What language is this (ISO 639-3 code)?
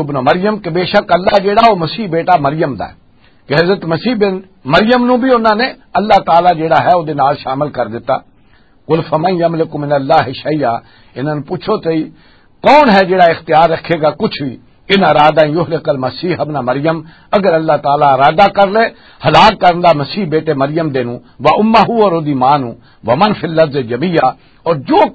lah